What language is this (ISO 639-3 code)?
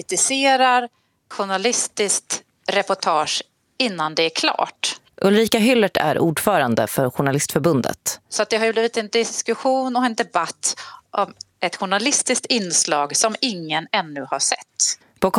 swe